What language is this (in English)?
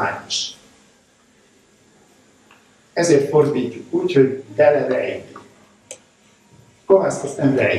Hungarian